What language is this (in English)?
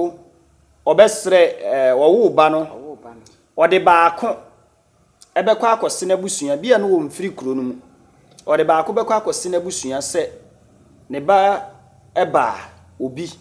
Akan